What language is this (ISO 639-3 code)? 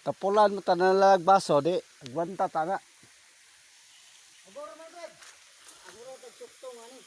ceb